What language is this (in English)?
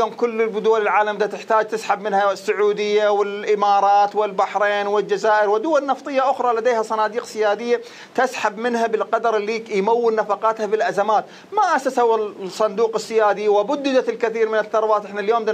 Mesopotamian Arabic